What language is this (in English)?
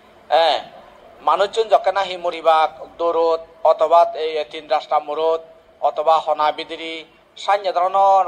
Chakma